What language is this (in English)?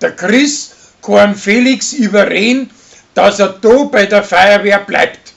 Bavarian